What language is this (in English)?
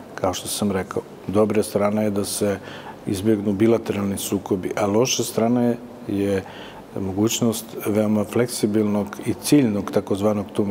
Croatian